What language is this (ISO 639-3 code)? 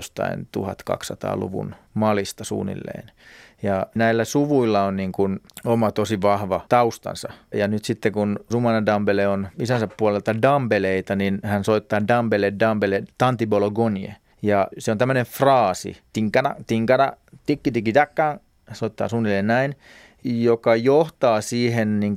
fin